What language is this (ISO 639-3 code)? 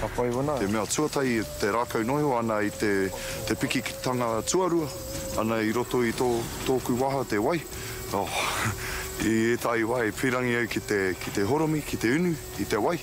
mri